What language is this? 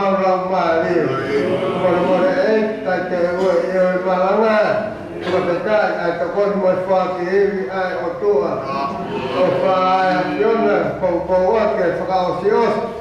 Tongan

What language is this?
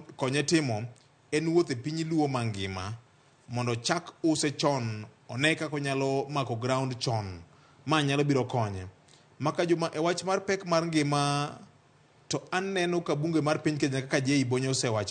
Luo (Kenya and Tanzania)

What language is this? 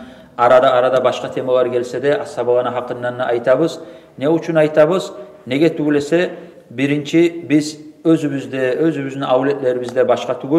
Kumyk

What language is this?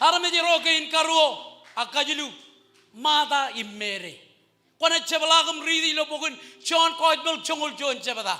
Marshallese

